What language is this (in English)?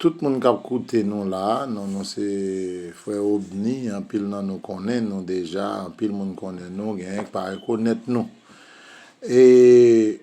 Haitian Creole